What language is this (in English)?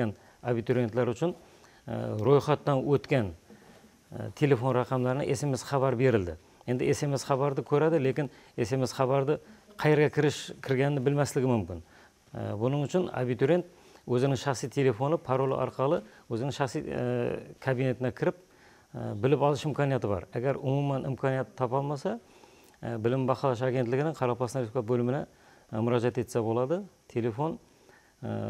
Kara-Kalpak